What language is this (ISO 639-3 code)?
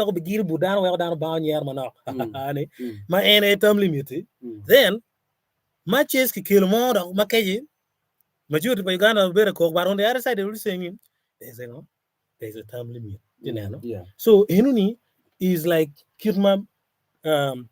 ach